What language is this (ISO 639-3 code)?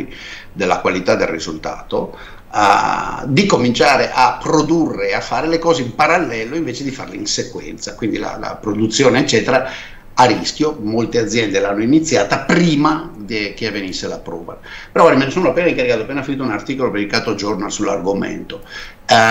ita